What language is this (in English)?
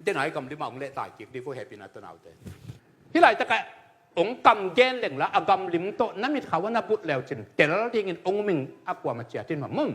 Tedim Chin